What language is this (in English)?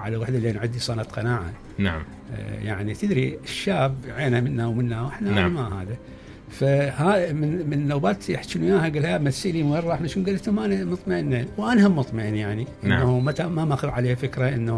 Mesopotamian Arabic